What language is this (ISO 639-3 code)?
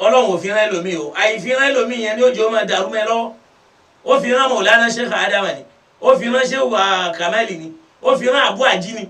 yor